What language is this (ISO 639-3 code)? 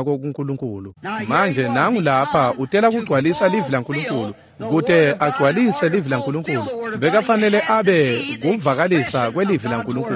ssw